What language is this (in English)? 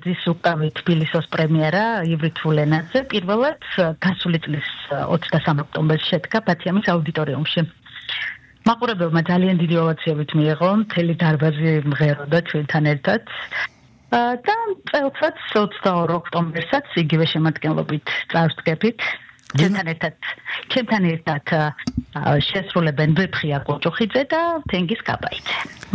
Georgian